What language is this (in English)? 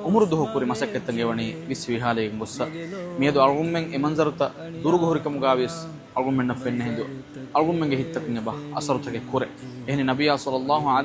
Divehi